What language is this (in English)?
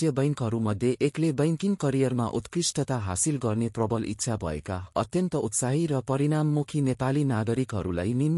Nepali